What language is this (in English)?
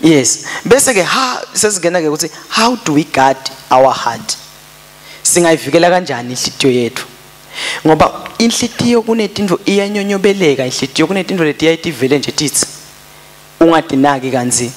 Swati